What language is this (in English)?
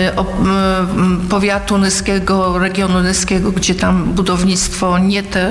Polish